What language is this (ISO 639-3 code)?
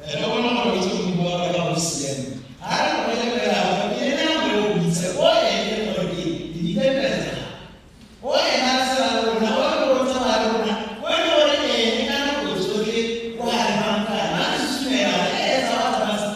tsn